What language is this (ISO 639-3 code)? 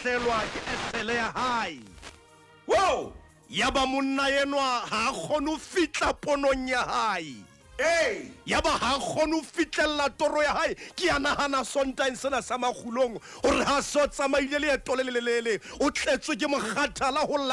sot